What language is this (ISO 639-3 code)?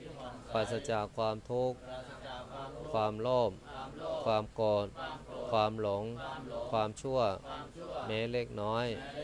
tha